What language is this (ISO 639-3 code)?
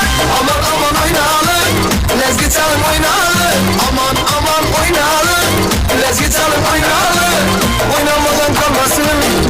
kaa